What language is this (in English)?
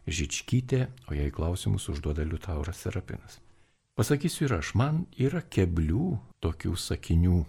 Lithuanian